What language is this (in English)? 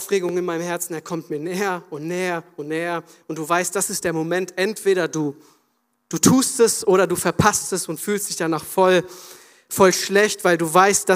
German